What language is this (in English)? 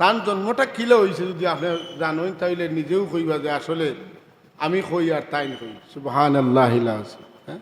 Sylheti